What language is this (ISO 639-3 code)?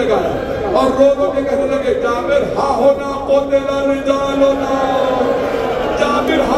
urd